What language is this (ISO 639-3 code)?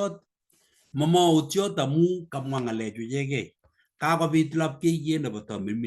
kln